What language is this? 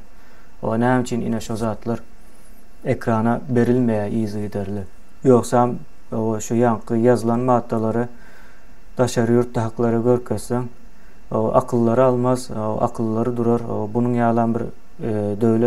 Turkmen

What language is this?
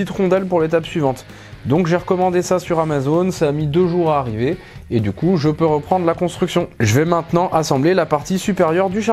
French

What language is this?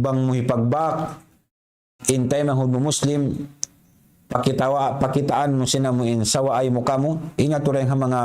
Tausug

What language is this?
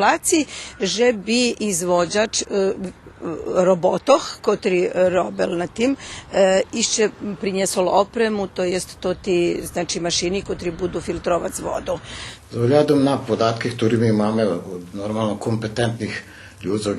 Rusyn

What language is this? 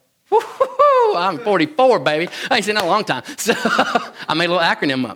English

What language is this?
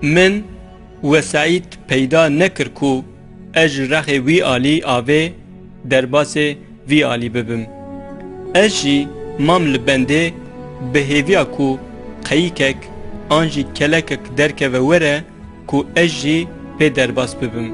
Kurdish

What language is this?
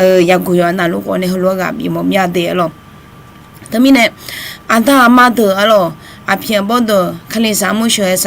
Akha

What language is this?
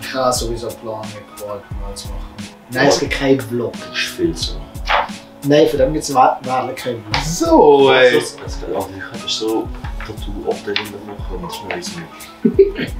Swiss German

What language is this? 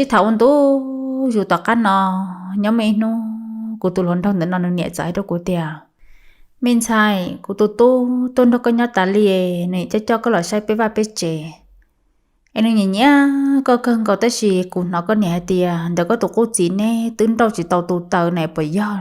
Hmong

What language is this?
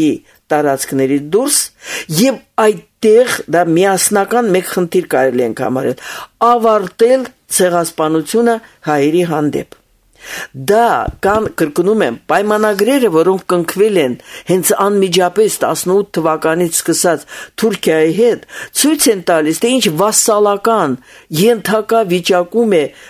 Armenian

